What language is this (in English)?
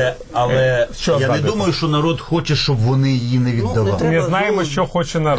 Ukrainian